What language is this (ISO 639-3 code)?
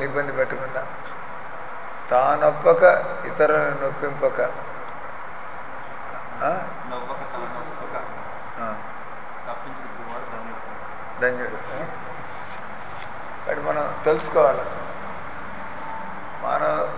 tel